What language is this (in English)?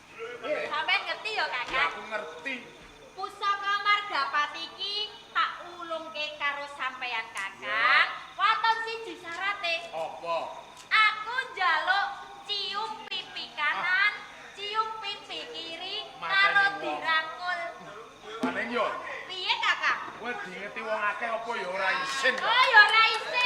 Javanese